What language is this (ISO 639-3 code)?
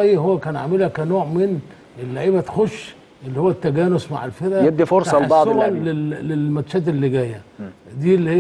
arz